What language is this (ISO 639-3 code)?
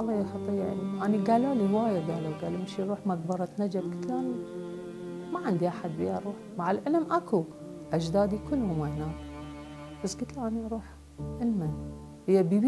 acm